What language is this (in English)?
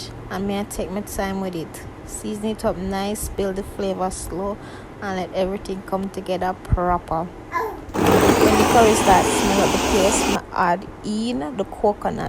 Jamaican Creole English